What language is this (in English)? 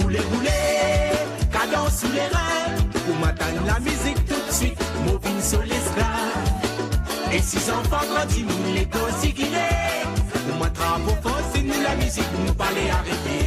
Morisyen